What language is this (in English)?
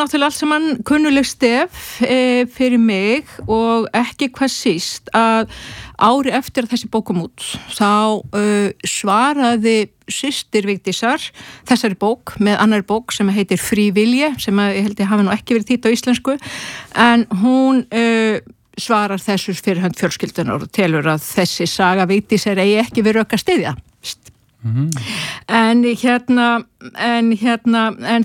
Icelandic